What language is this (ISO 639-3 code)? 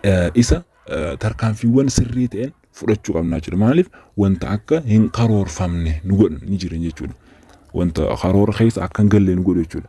orm